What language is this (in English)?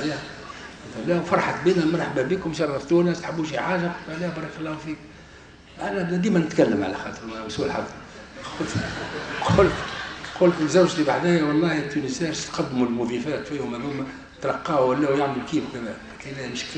Tunisian Arabic